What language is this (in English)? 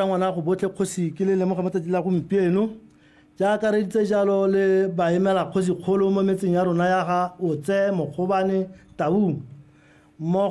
Tswana